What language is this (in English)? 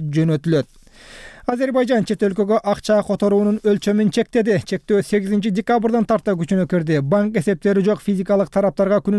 Kyrgyz